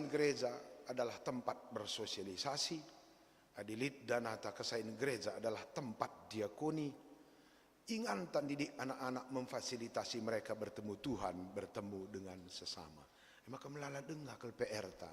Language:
Batak Karo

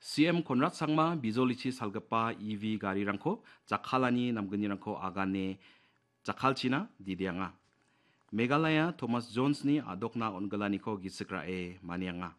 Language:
Garo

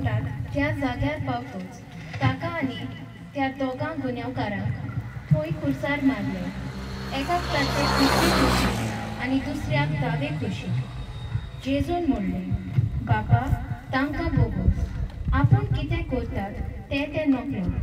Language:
Konkani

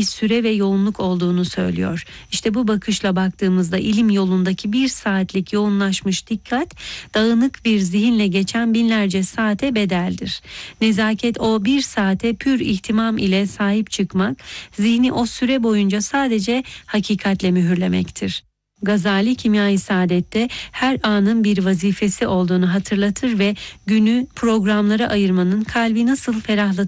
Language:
Turkish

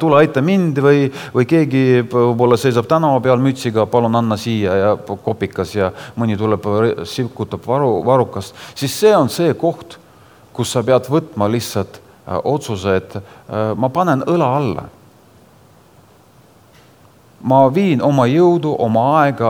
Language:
Estonian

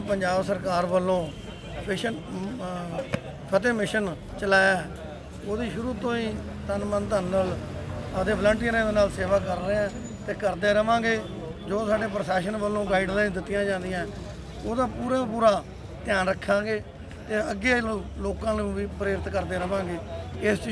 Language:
Punjabi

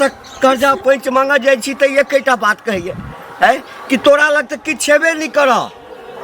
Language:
Maithili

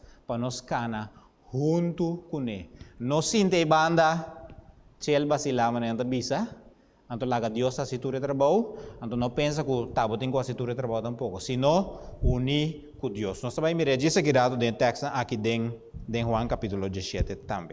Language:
Papiamento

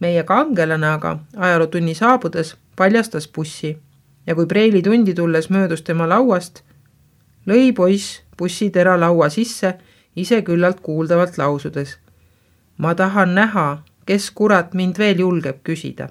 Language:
Estonian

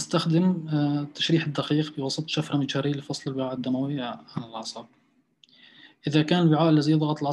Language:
Arabic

